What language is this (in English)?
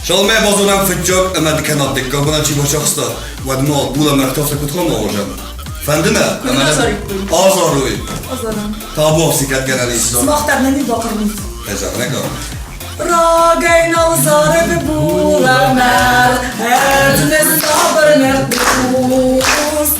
Ossetic